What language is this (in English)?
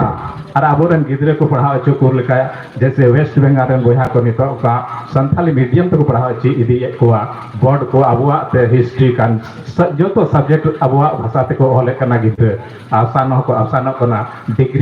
Santali